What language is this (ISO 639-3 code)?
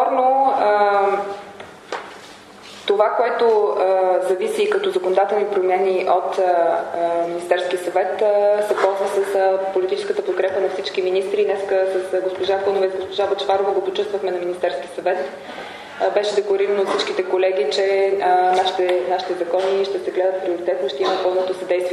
bul